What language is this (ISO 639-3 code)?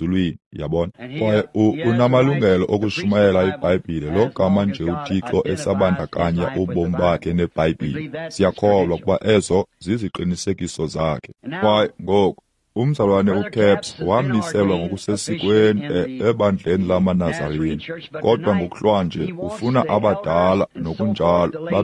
xho